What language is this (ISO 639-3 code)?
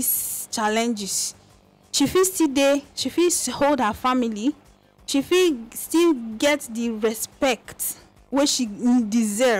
pcm